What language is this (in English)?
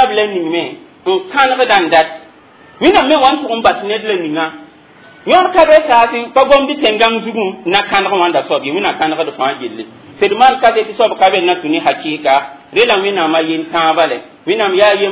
Mossi